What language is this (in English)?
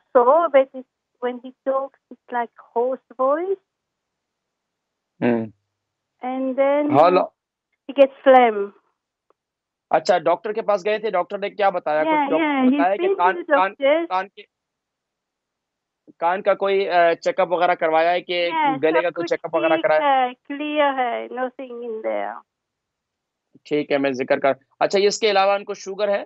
Urdu